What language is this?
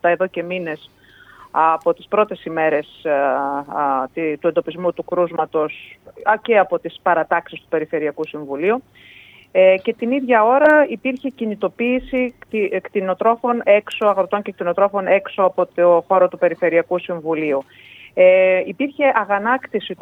Greek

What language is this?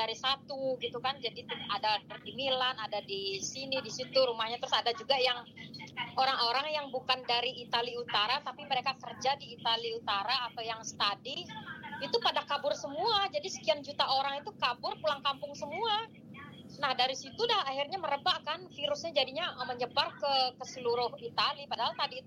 Indonesian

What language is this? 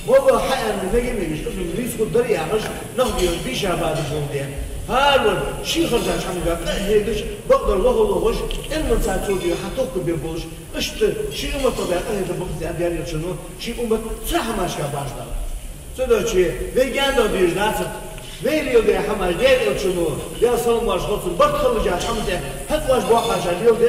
Ingush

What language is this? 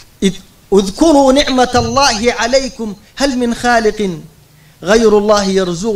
Sudanese Arabic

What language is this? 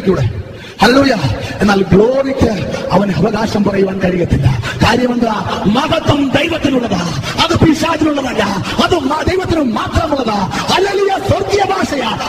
Malayalam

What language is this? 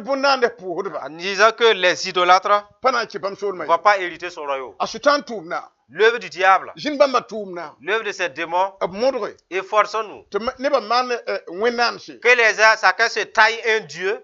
Mossi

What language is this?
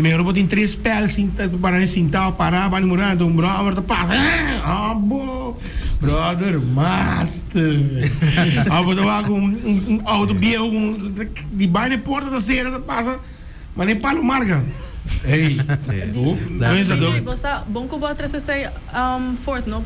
Papiamento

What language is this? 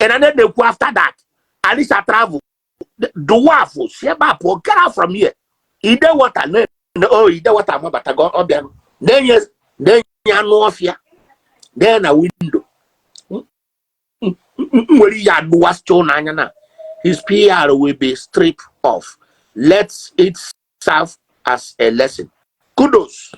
Igbo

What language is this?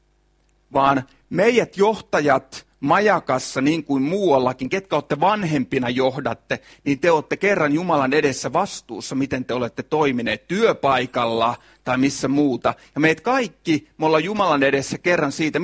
Finnish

